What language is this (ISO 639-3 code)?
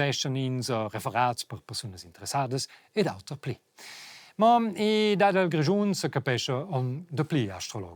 roh